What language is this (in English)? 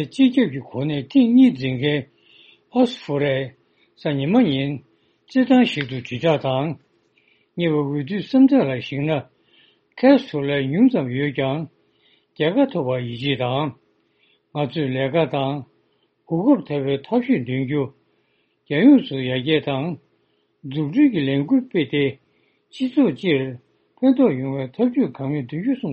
Tibetan